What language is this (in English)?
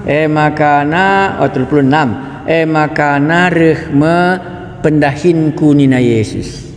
Batak Karo